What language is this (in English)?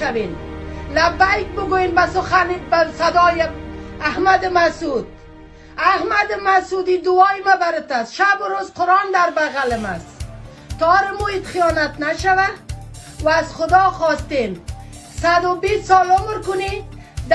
Persian